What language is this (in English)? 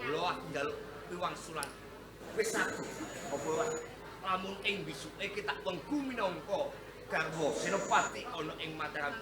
Javanese